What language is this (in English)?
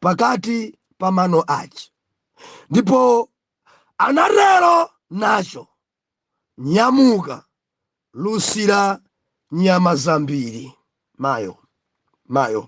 Nyanja